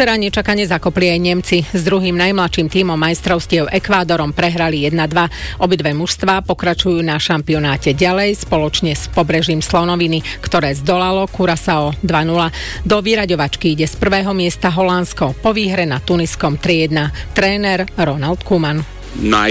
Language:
Slovak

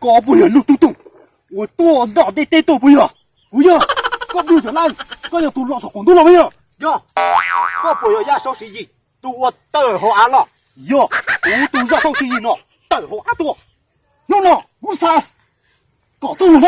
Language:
Hmong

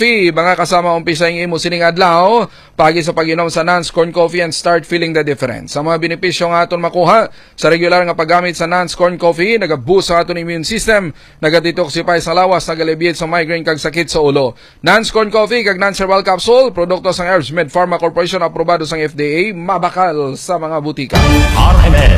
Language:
Hiligaynon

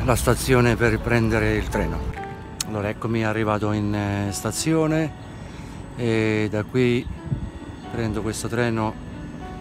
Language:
Italian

